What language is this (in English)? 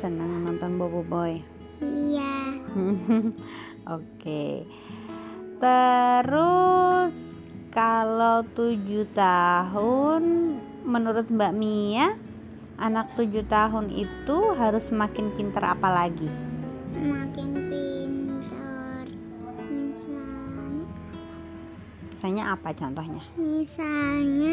Indonesian